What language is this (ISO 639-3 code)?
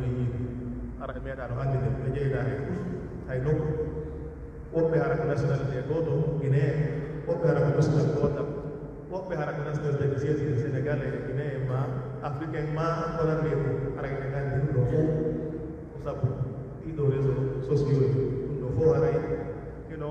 fuf